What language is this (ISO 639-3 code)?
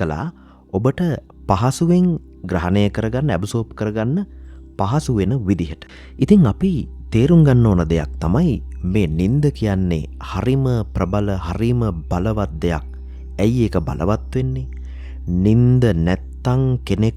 sin